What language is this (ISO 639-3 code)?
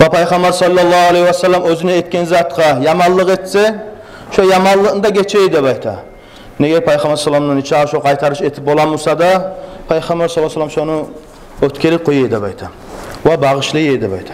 kum